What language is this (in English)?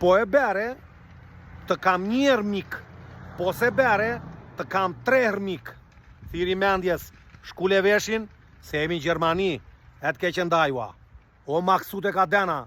Albanian